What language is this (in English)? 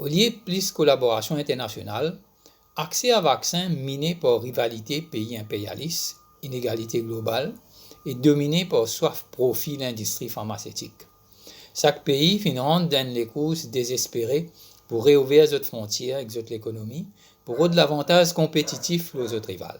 Morisyen